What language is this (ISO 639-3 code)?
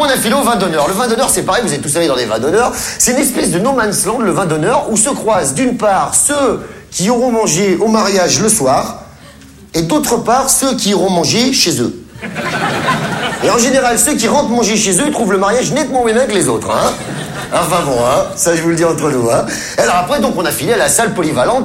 fra